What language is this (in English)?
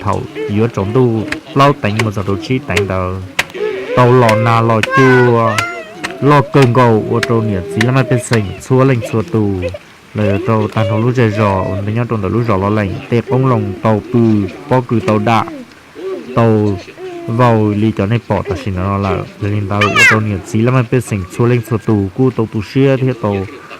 Hmong